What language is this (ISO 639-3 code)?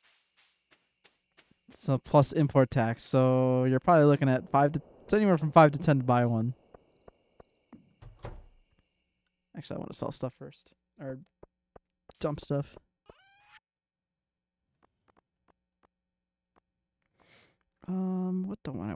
eng